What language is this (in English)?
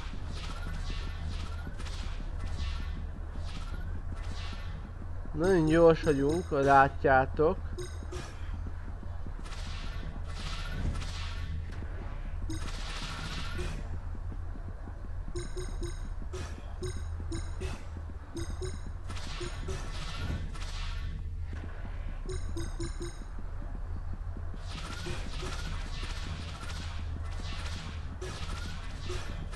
Hungarian